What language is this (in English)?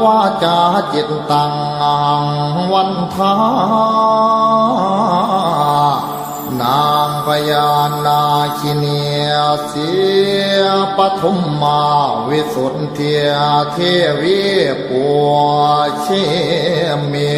Pali